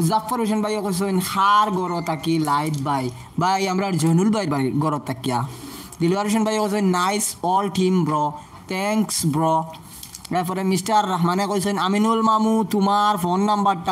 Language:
Sylheti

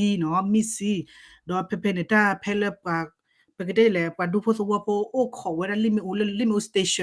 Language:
S'gaw Karen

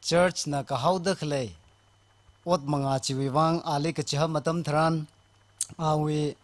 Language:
Tangkhul Naga (India)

